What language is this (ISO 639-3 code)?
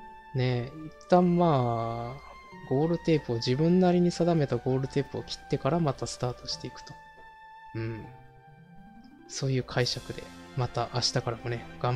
jpn